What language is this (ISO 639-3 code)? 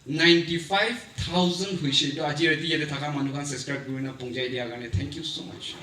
nag